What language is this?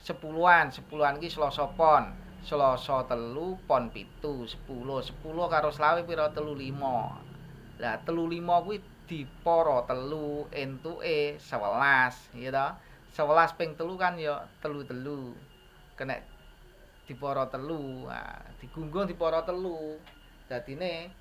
Javanese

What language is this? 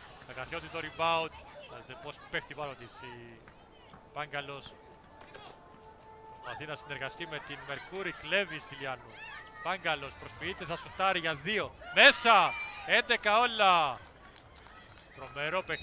Greek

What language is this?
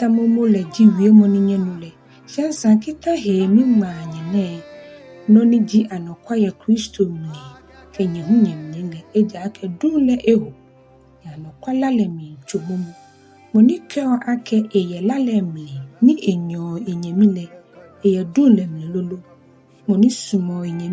Ga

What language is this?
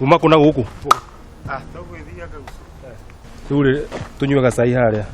Kikuyu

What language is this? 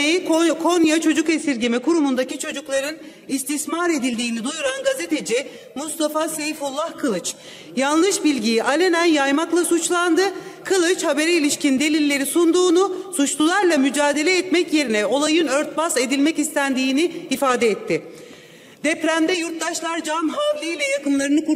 Turkish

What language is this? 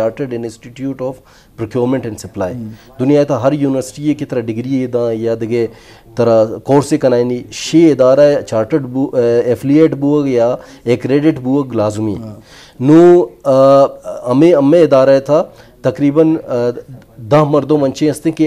Baluchi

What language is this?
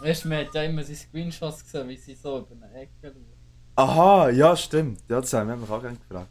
Swiss German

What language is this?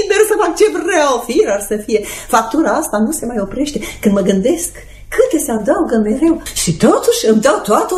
Romanian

